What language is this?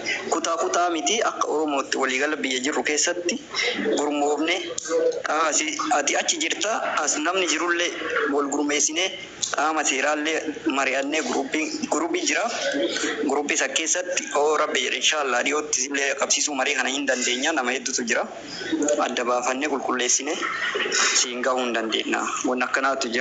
Oromo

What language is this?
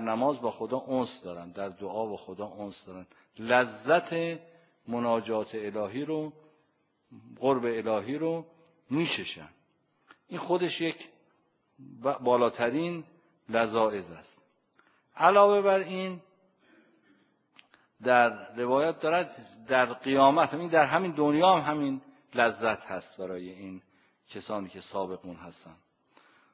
Persian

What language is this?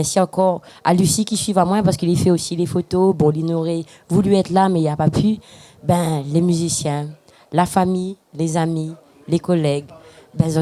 Réunion Creole French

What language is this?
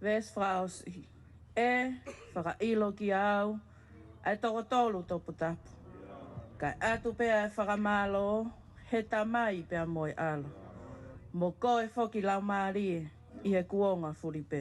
Tongan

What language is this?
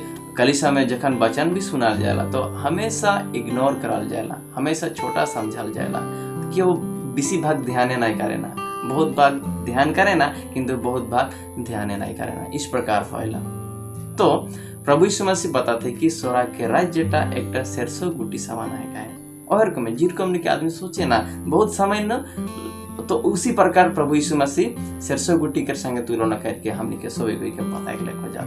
Sadri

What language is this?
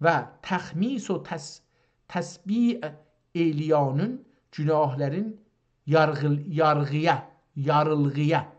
South Azerbaijani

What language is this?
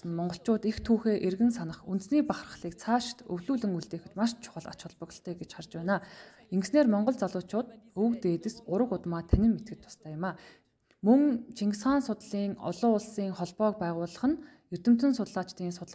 Mongolian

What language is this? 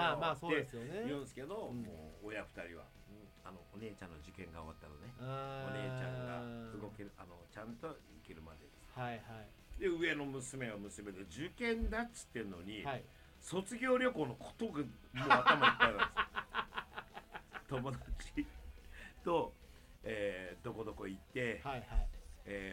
Japanese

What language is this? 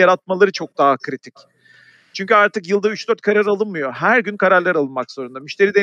Turkish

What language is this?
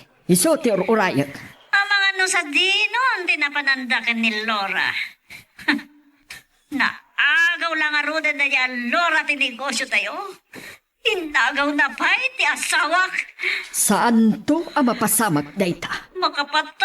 Iloko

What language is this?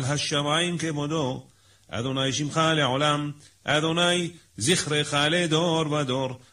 Hebrew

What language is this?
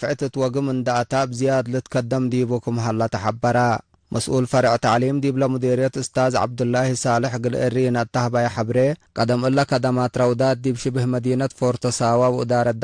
Tigre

